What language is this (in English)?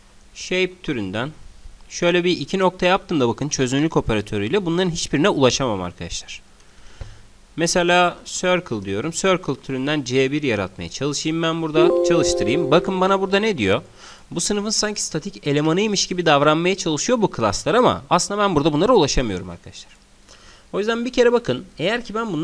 Turkish